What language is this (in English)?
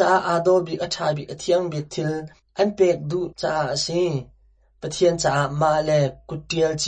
Hakha Chin